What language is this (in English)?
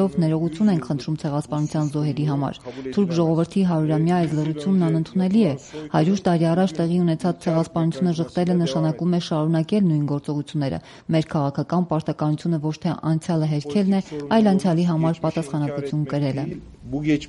Armenian